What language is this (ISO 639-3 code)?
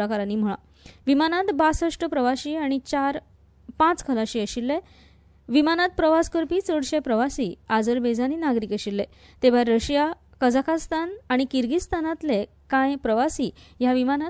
kok